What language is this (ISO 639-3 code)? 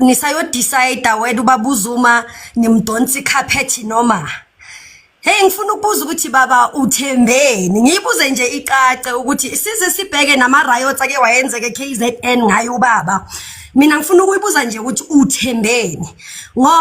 zul